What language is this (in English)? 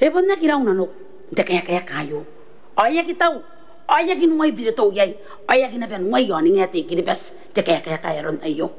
Gilbertese